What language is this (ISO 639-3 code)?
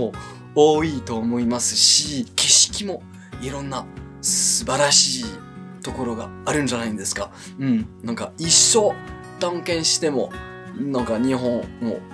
jpn